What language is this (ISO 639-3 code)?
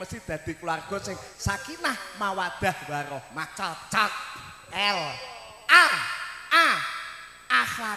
jav